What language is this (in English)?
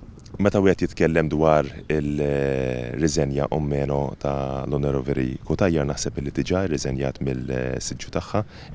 Maltese